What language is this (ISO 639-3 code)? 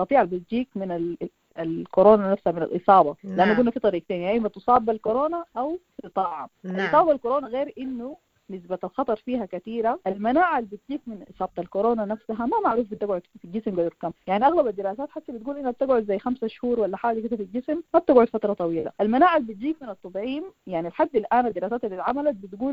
apd